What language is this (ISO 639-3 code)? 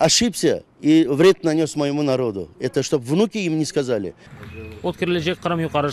crh